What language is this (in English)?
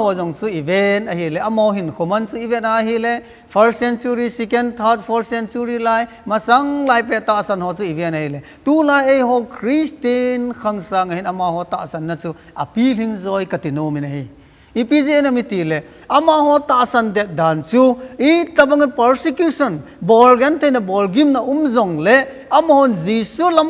Thado Chin